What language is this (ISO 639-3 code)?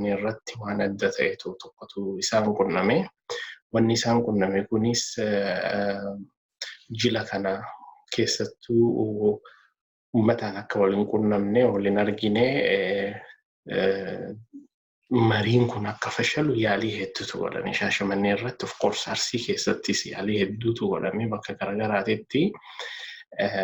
orm